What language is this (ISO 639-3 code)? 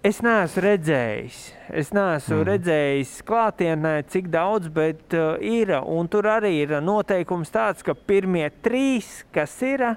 lav